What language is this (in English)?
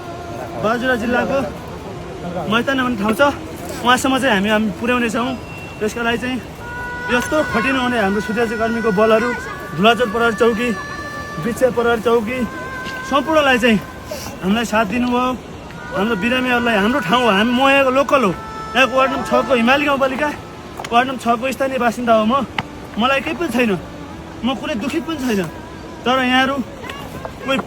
Nepali